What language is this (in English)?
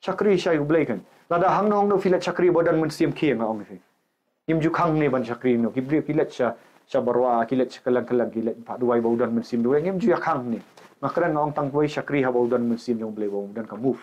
Khasi